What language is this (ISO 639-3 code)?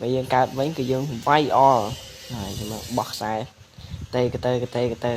khm